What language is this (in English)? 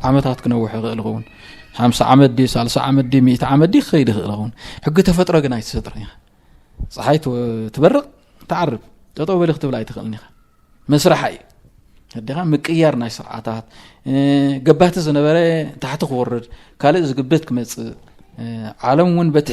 Tigrinya